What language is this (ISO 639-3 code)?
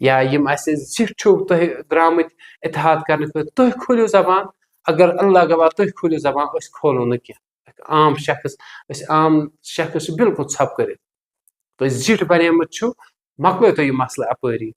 kas